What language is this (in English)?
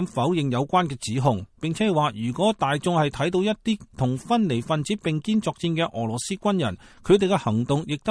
Cantonese